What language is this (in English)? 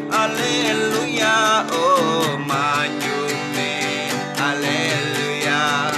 Iban